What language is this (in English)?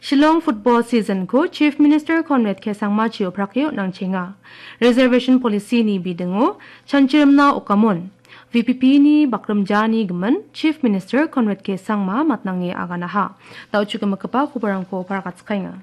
Garo